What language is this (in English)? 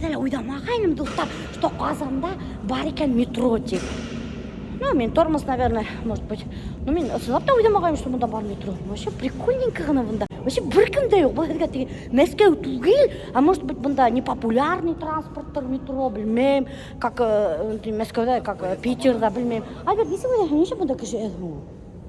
Bashkir